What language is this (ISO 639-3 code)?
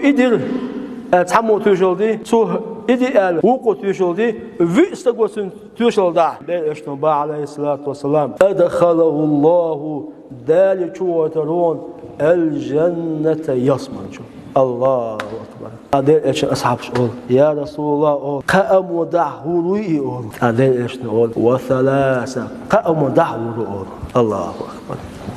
che